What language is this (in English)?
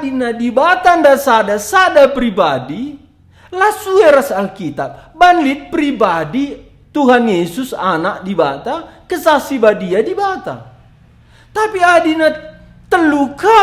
Batak Karo